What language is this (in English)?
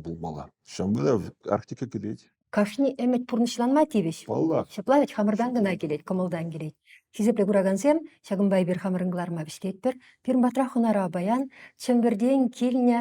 Chuvash